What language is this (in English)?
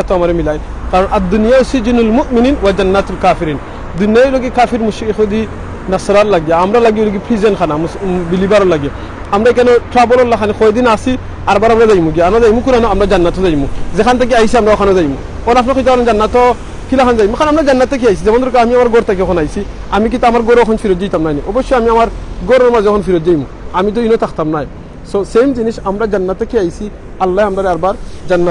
Sylheti